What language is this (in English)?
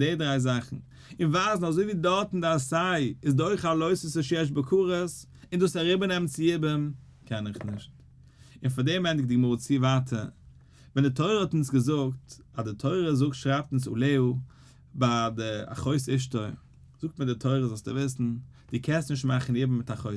Yiddish